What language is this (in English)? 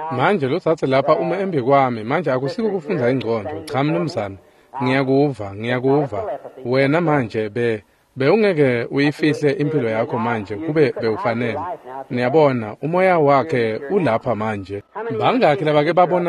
Swati